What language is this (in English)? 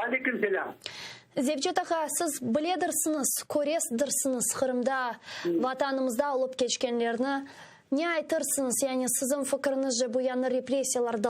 Crimean Tatar